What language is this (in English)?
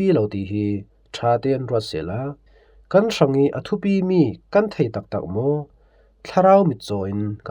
Falam Chin